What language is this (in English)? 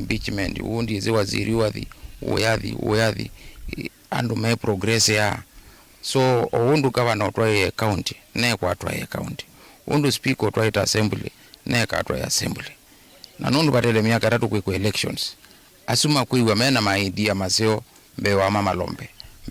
Kamba